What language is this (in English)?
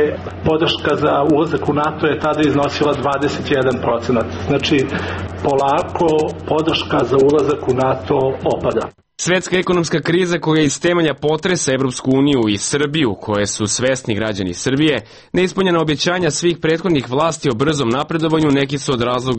Serbian